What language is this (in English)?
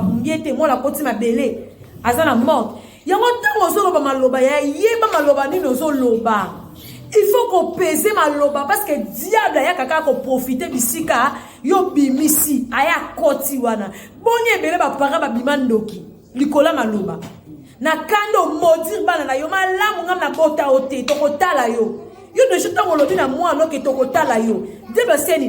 Lingala